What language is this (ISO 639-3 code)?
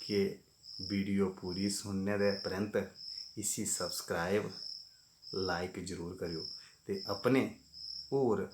doi